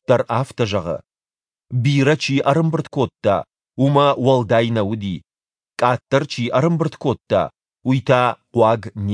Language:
Ossetic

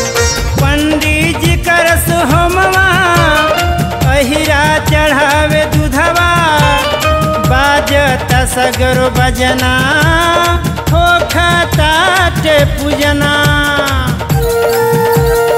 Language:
Bhojpuri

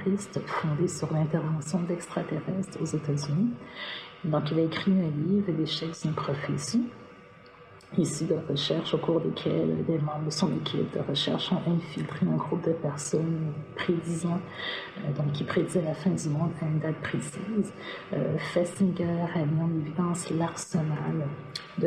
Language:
French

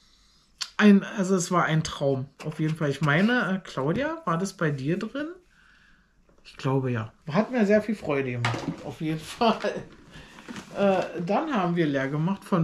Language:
German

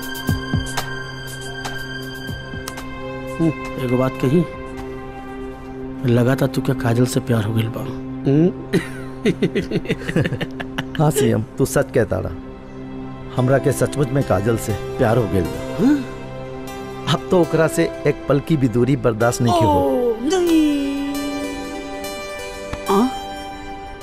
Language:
Bhojpuri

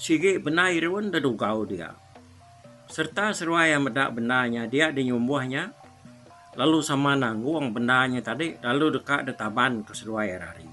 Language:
Iban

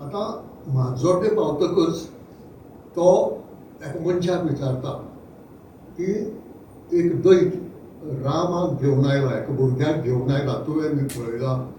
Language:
Konkani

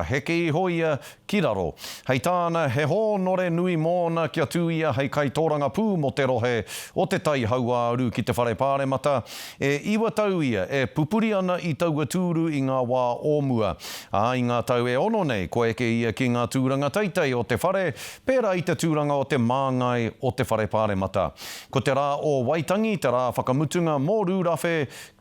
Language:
Māori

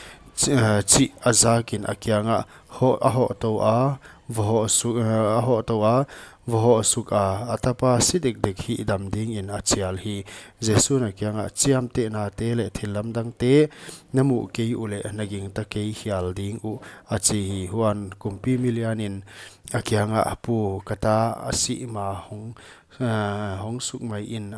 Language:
Paite Chin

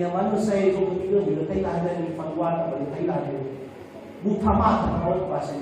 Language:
Nias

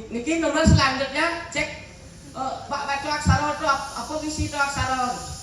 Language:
Balinese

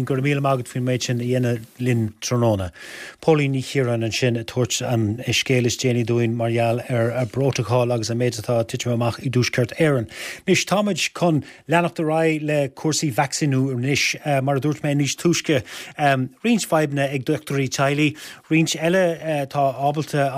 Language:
Irish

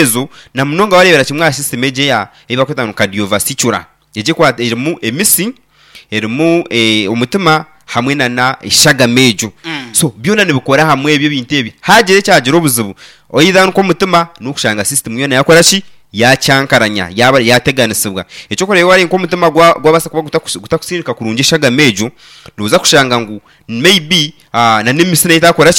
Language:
Nyankole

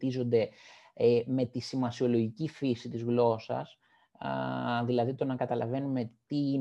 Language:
Greek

